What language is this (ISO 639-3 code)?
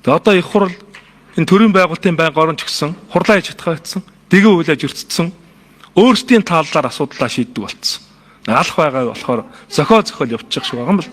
mon